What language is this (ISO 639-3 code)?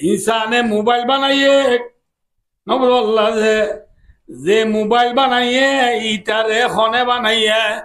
rhg